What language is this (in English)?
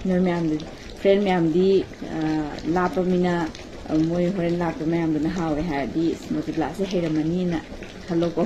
Manipuri